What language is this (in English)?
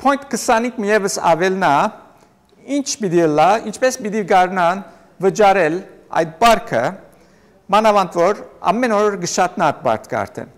Western Armenian